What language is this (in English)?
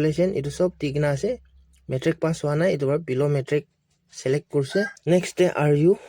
Naga Pidgin